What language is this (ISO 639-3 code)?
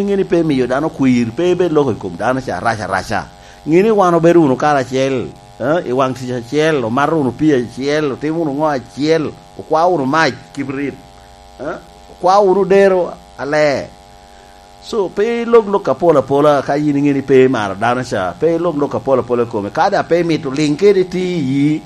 laj